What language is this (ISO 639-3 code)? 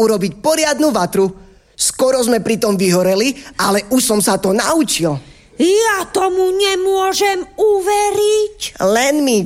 slk